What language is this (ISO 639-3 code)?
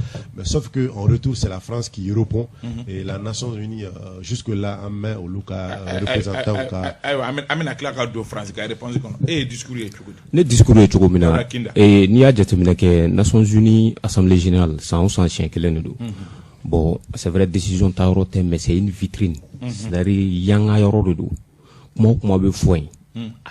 bam